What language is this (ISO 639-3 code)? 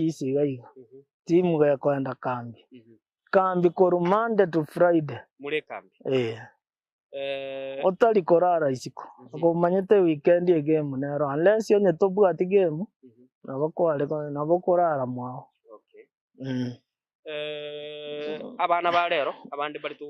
guz